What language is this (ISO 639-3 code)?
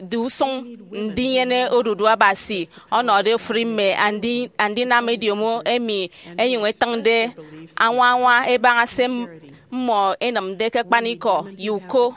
efi